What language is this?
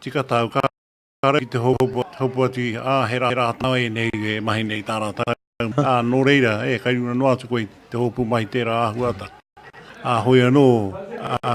Māori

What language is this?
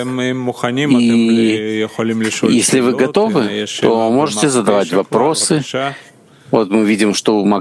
Russian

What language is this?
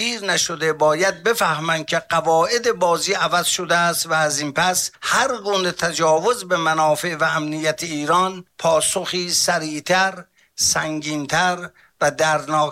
Persian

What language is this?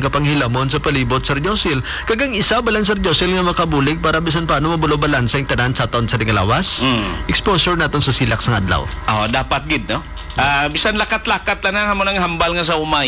Hiligaynon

